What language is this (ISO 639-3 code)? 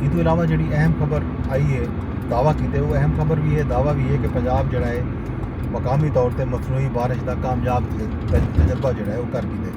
skr